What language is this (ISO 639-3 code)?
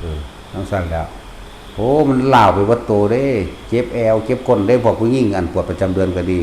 tts